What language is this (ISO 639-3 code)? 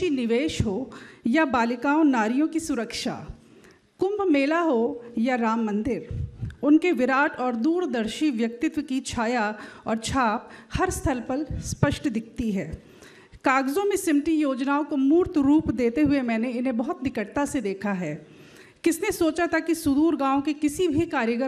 hin